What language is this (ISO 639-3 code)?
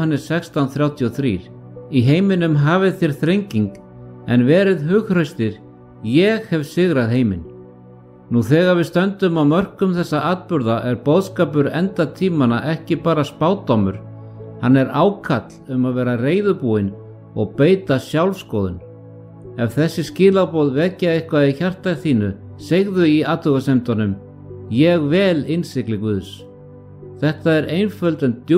isl